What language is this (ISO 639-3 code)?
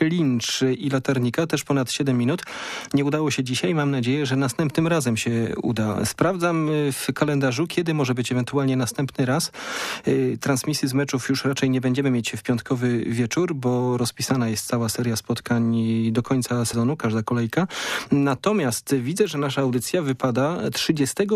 pol